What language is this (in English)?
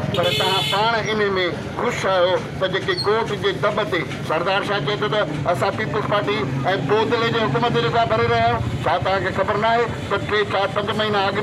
Sindhi